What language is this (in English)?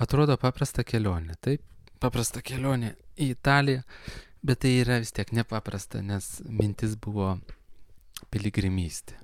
Lithuanian